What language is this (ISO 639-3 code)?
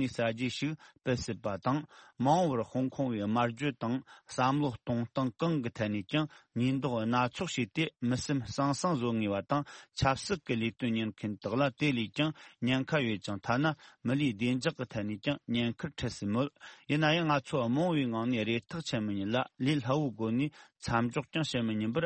bod